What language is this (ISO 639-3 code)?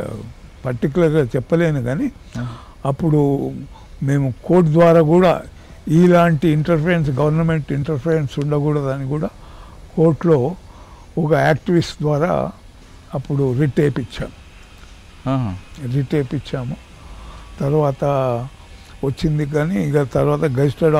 tel